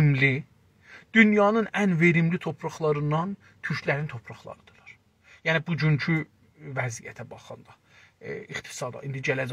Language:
South Azerbaijani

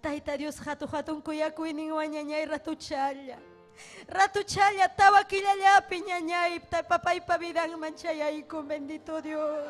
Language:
Ayacucho Quechua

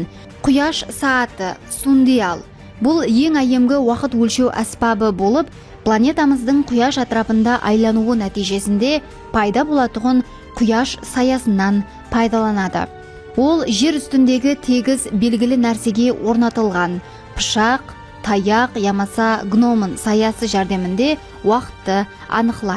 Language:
Kara-Kalpak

